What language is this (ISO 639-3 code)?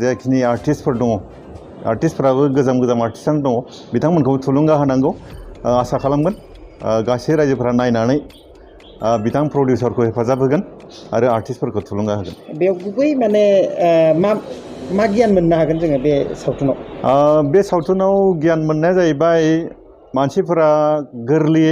brx